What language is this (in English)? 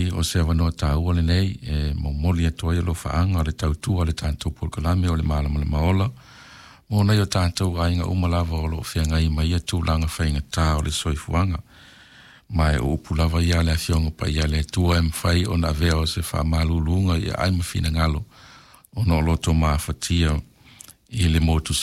Samoan